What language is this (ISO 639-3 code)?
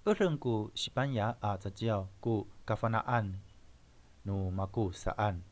ami